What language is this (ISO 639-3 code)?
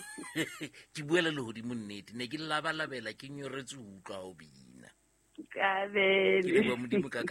sot